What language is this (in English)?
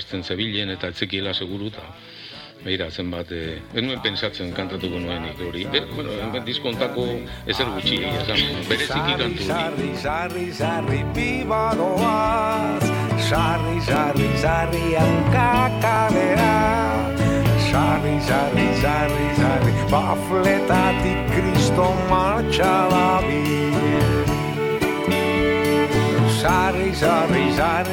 Basque